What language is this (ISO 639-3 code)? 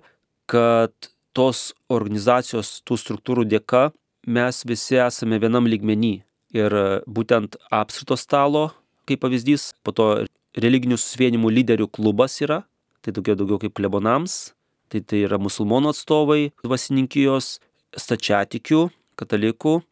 lit